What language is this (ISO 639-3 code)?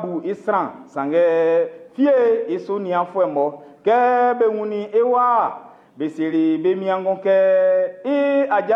bci